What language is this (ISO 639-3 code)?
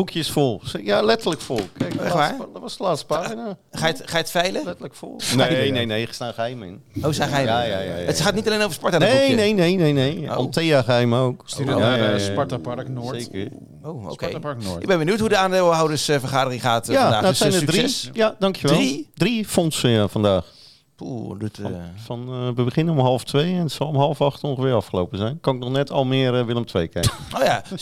nld